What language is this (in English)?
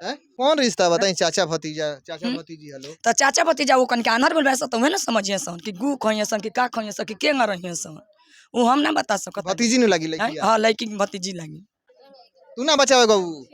Bhojpuri